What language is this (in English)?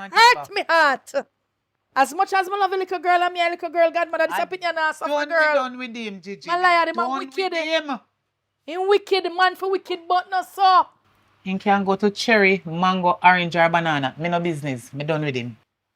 Jamaican Creole English